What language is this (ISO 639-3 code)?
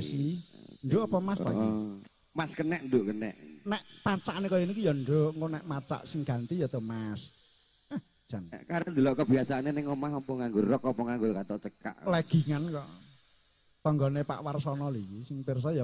jav